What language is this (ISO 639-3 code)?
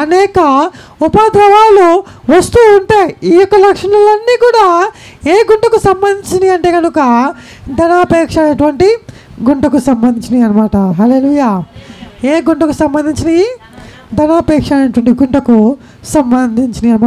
tel